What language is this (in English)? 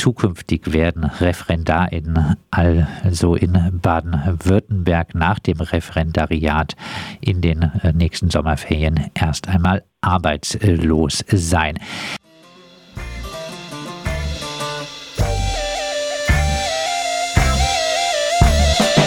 German